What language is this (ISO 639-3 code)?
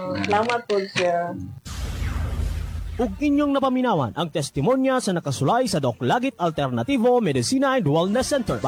ceb